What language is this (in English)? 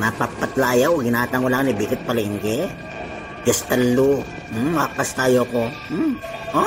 Itawit